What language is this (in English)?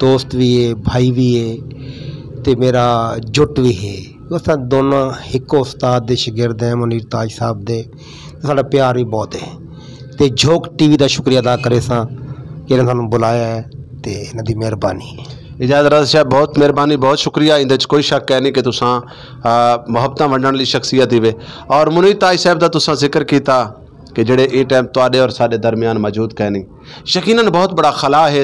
Saraiki